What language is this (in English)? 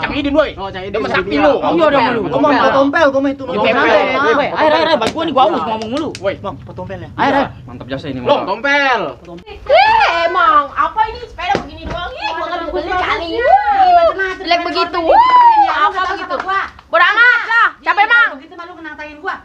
Betawi